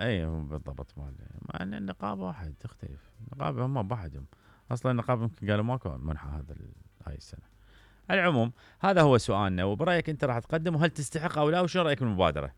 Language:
Mesopotamian Arabic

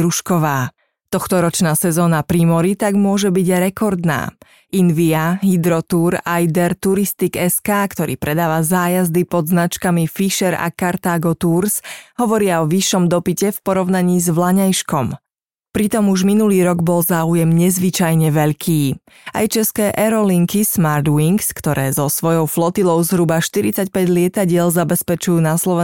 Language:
Slovak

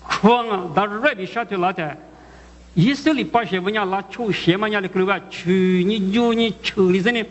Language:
Lisu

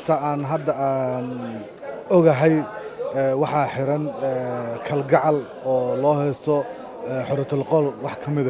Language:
Somali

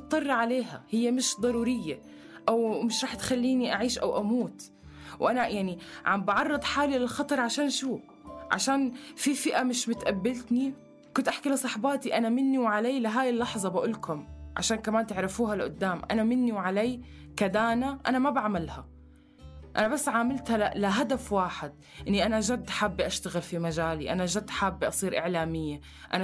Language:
North Levantine Arabic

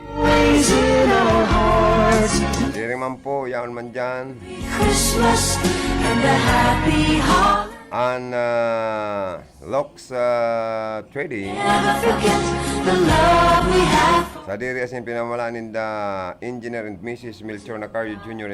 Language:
Bikol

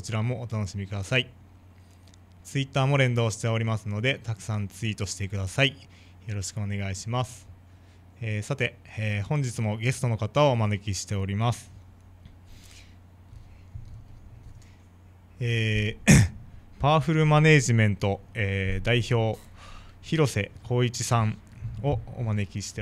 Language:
Japanese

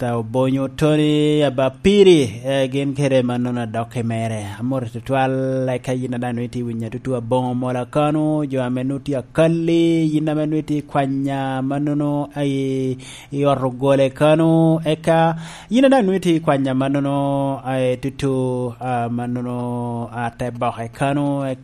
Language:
Lango (Uganda)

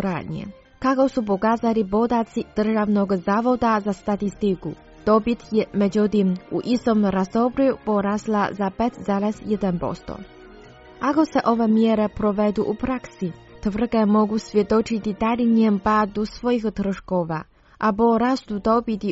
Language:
Croatian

